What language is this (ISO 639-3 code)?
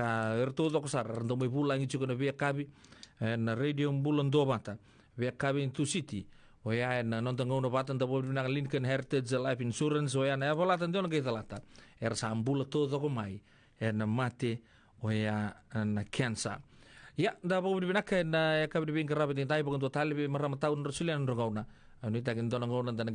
fij